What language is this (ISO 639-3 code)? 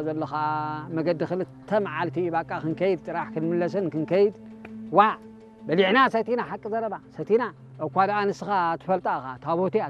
tir